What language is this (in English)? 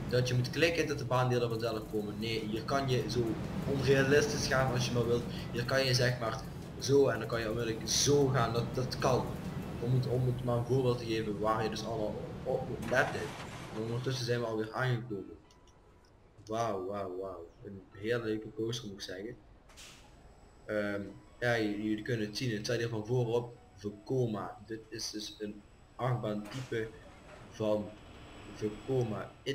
Dutch